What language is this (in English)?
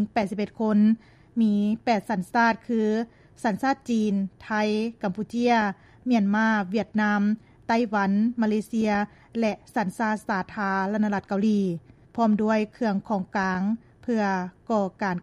Lao